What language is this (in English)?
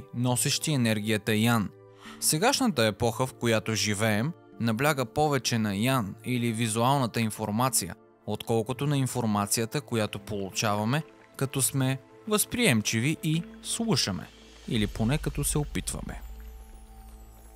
Bulgarian